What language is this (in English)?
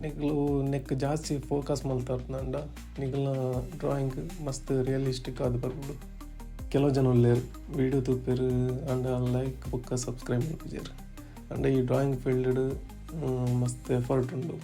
Tulu